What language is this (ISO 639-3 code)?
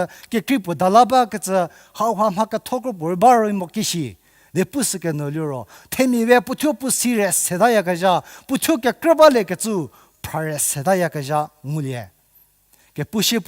njm